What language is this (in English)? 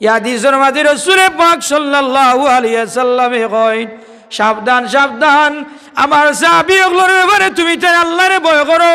Sylheti